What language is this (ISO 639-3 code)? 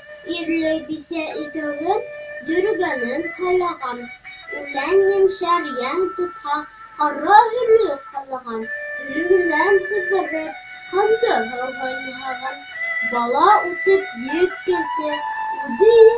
bak